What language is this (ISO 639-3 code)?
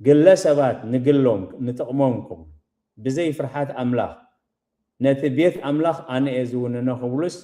tir